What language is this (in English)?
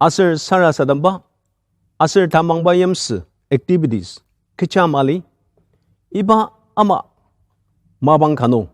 Ao Naga